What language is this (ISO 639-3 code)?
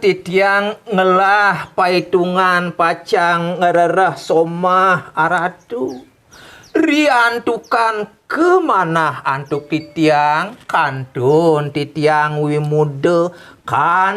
ban